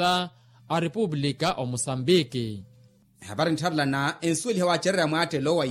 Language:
Makhuwa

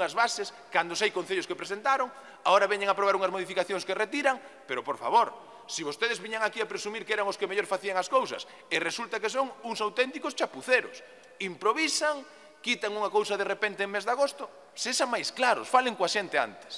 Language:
Galician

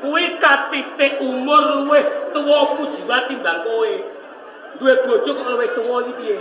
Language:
Javanese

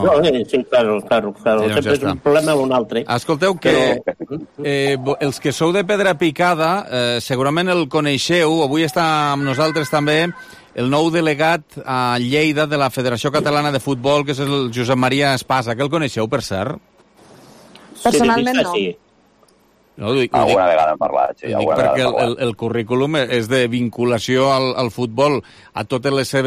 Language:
Catalan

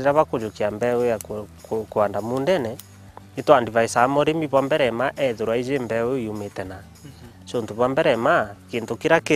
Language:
Meru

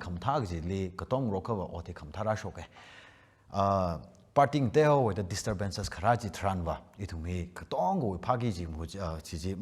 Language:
Tangkhul Naga (India)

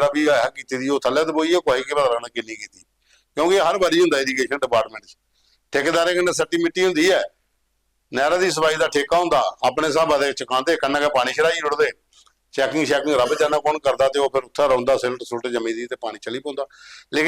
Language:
Dogri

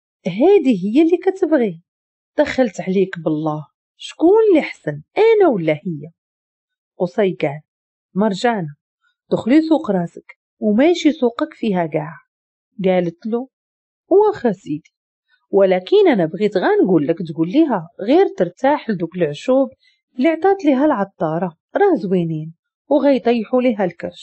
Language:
Moroccan Arabic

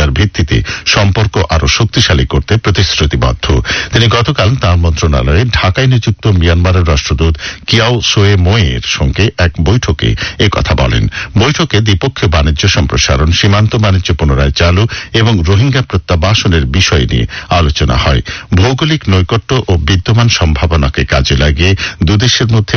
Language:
Bangla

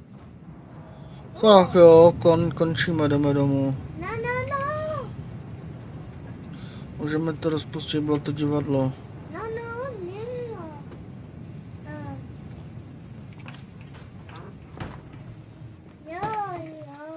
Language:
Czech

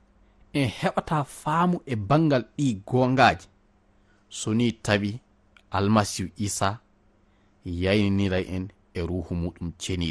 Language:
Fula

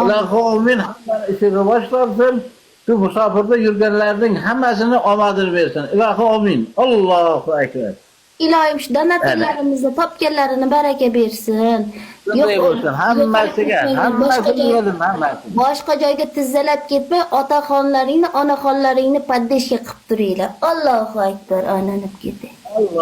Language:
Uzbek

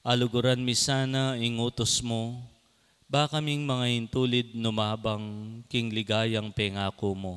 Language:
Pampanga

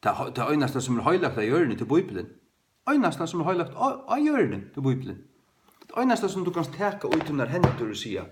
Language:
Faroese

